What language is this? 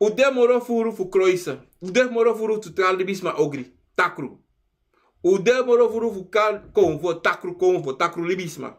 Sranan Tongo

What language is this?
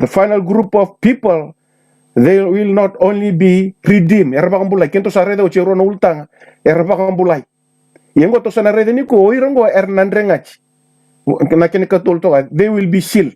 Fijian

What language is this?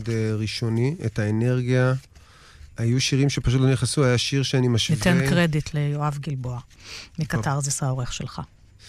Hebrew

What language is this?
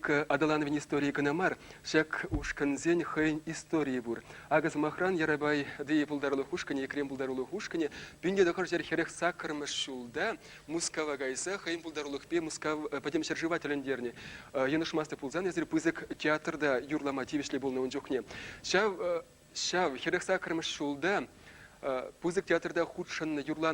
Chuvash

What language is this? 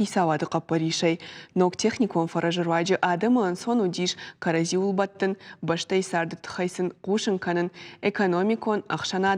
Ossetic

